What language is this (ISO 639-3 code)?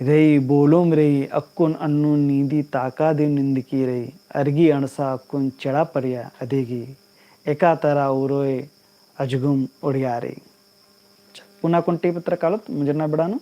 kru